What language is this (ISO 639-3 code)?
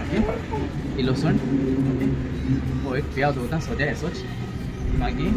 kok